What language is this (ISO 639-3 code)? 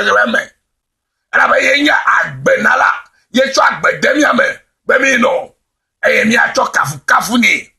ewe